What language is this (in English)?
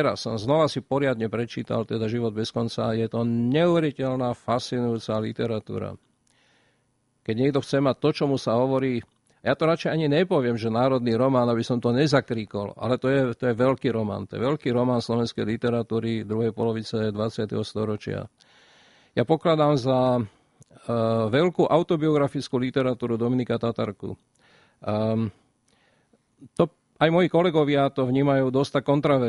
Slovak